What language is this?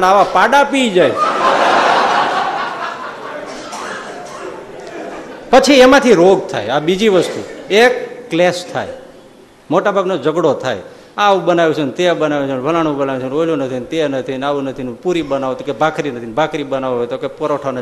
Gujarati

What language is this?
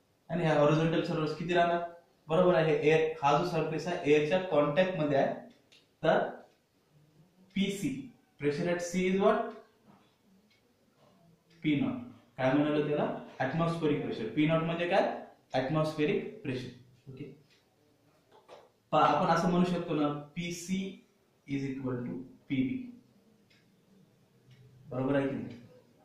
Marathi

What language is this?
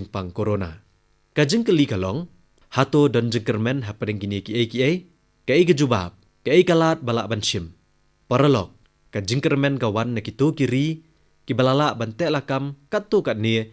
Khasi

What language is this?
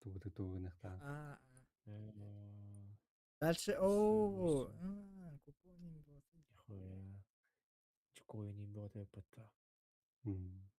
Yakut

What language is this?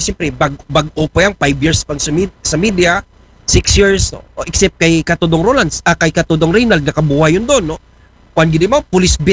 Aklanon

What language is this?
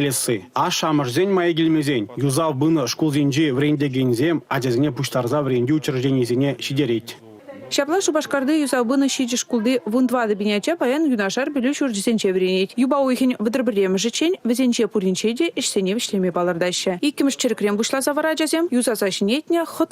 Chuvash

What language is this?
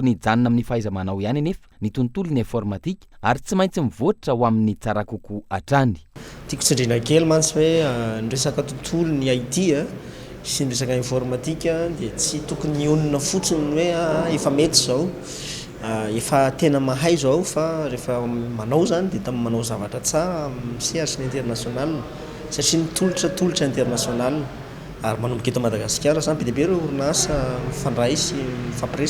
Malagasy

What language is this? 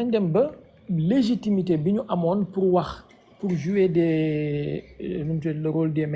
Wolof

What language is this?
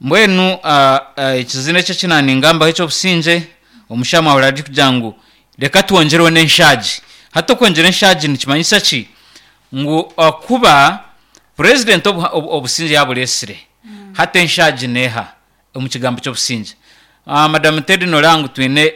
Nyankole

